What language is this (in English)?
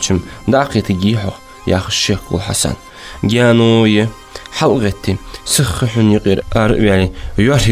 Ingush